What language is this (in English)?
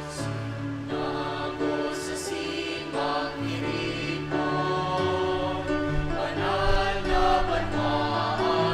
Bikol